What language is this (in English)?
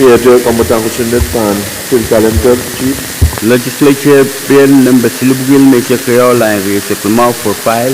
Pohnpeian